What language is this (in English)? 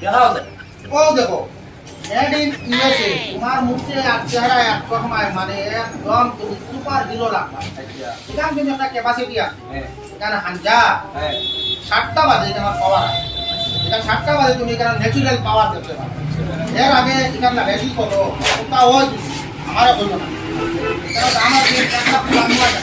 Sylheti